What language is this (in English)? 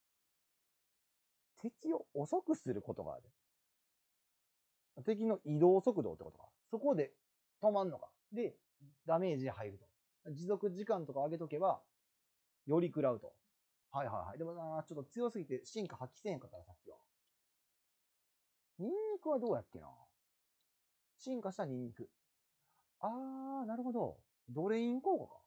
Japanese